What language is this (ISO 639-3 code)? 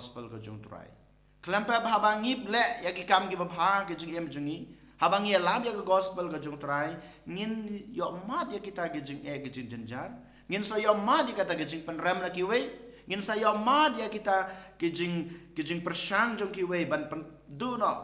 kha